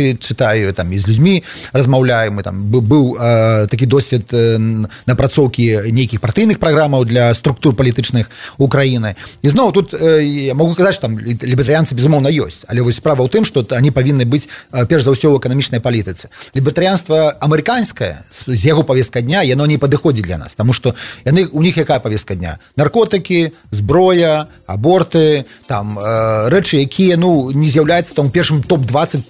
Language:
Belarusian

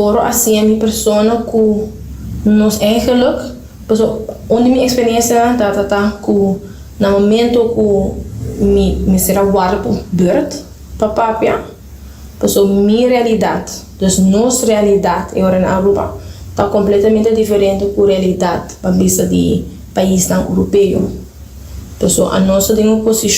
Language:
Papiamento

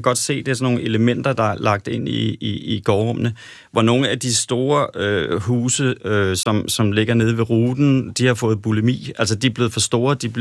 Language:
Danish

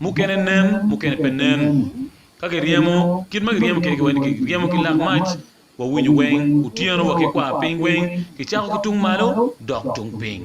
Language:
Acoli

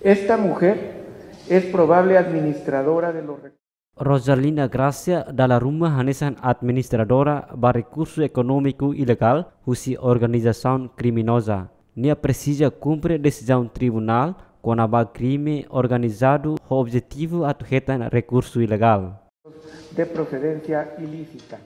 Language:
Tetum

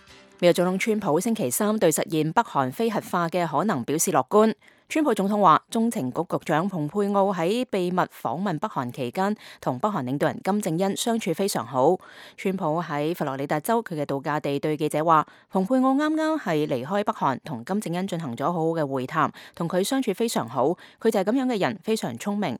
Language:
Cantonese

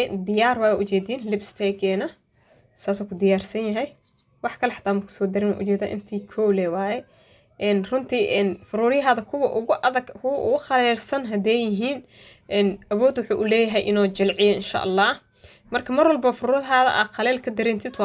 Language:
Somali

